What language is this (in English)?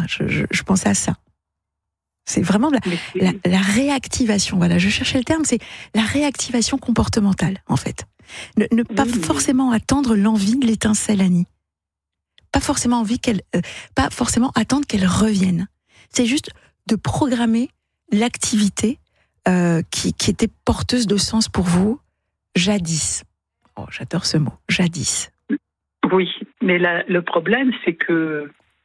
French